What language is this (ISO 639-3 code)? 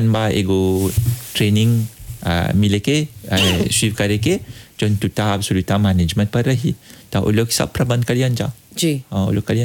bho